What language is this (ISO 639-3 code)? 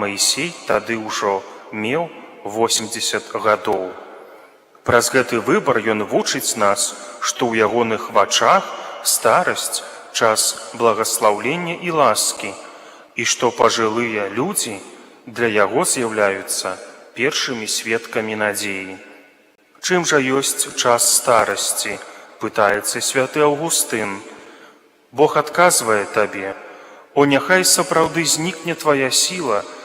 bel